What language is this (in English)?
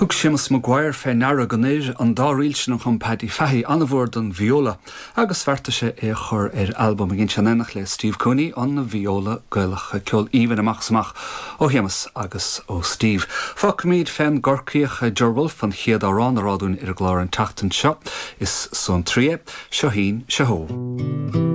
Irish